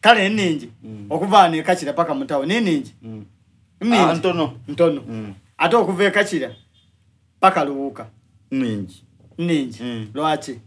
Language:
Soga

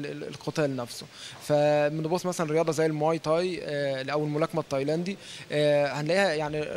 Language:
Egyptian Arabic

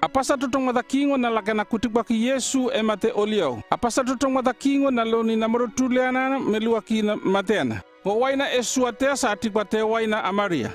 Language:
North Efate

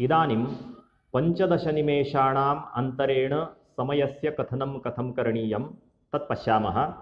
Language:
Sanskrit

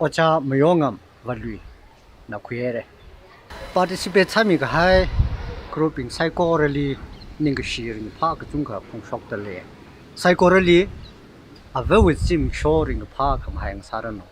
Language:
Tangkhul Naga (India)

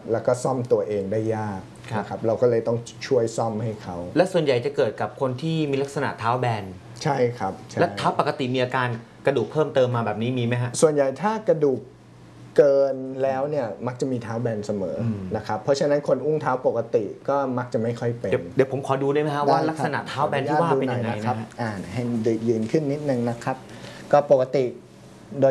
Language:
Thai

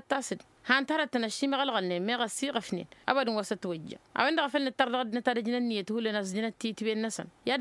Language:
Tamasheq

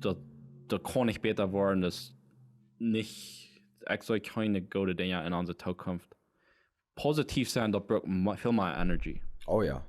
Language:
Plautdietsch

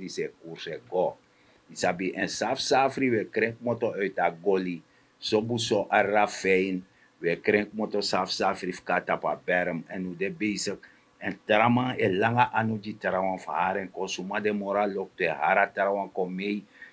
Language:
Sranan Tongo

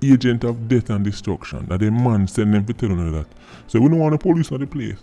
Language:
Jamaican Creole English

